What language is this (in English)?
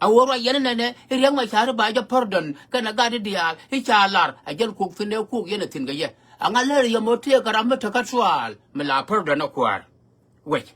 Nuer